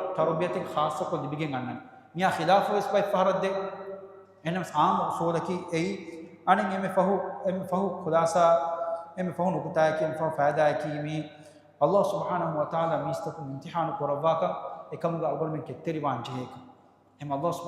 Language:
Divehi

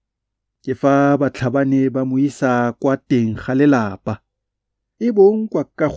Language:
Tswana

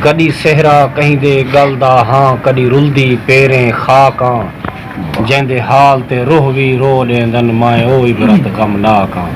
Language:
Saraiki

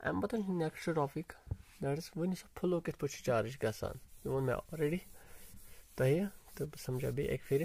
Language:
Kashmiri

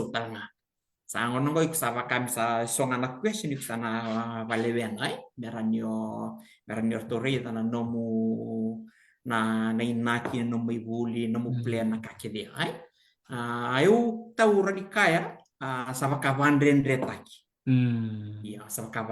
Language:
Fijian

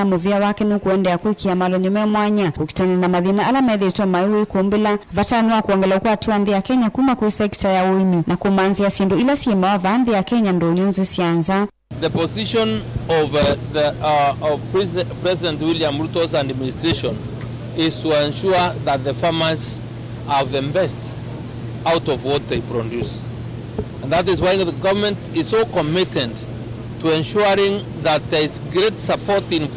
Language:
Kamba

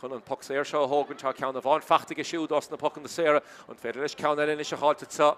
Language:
Irish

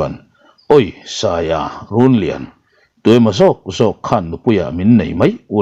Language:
Mizo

